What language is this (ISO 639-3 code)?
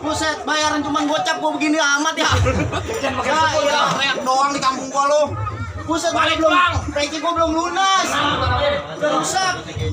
bew